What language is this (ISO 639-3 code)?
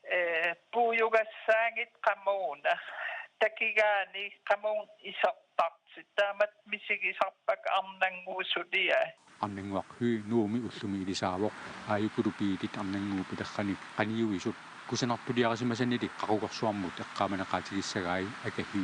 kal